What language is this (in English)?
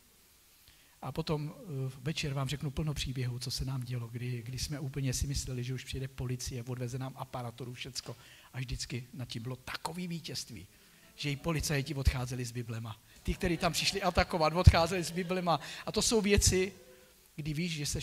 Czech